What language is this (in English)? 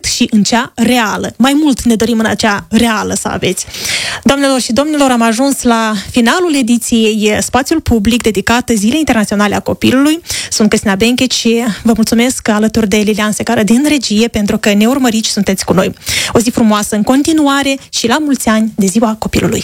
Romanian